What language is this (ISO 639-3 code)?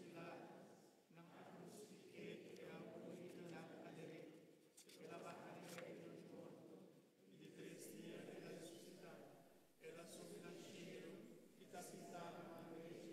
pap